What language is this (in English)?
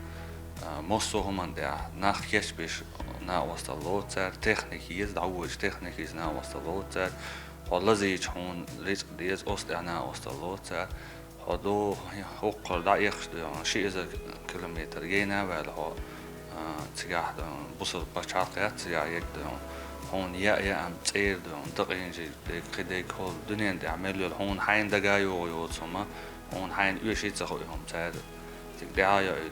Chechen